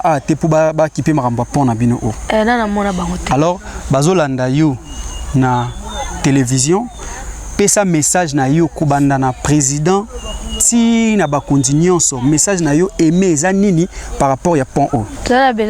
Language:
Lingala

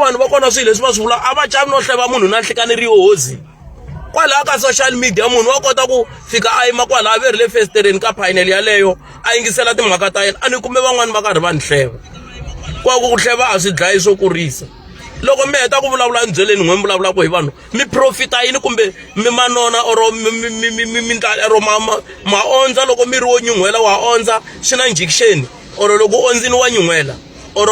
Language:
Tsonga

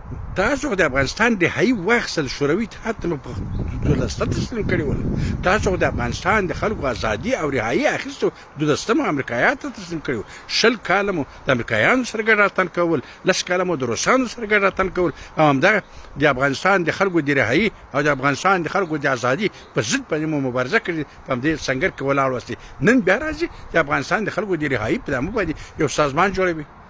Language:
Pashto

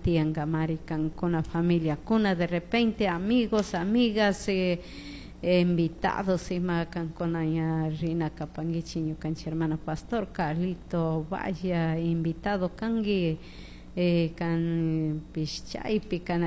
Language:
Chimborazo Highland Quichua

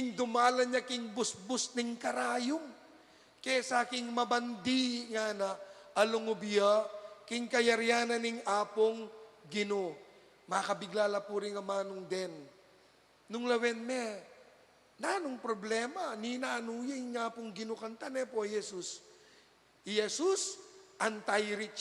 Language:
Pampanga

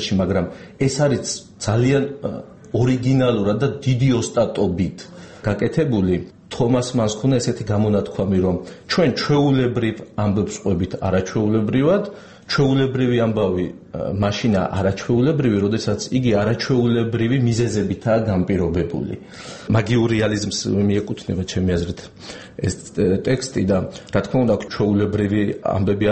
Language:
Georgian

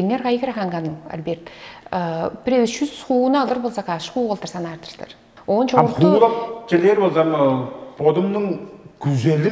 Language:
Tuvinian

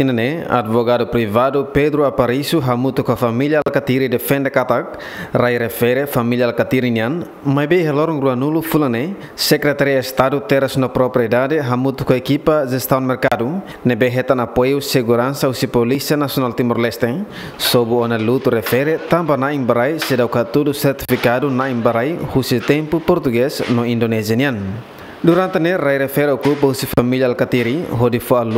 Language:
Tetum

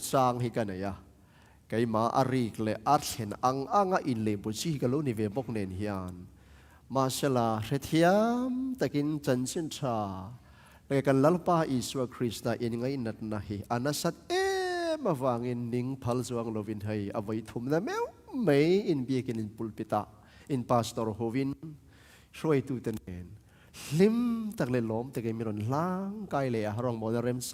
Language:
Tedim Chin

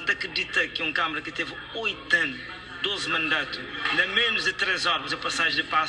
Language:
Kabuverdianu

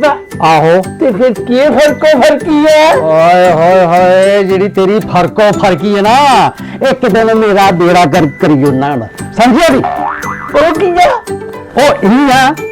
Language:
Dogri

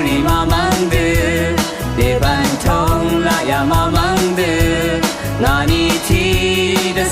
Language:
Rawang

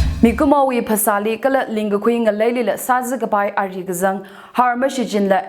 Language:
Tangkhul Naga (India)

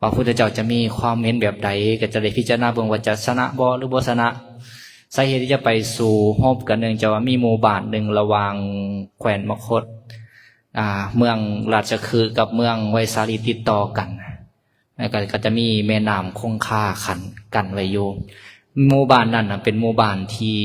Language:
Lao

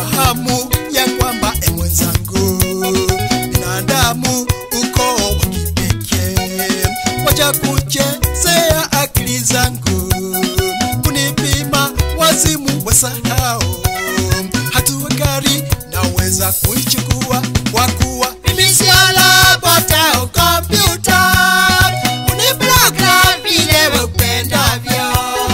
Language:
Swahili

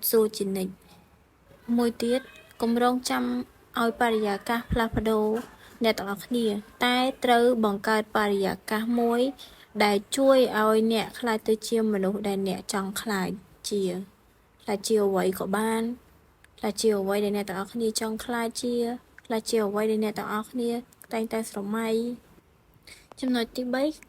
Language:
Khmer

